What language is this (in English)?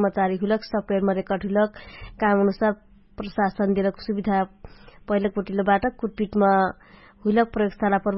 Dangaura Tharu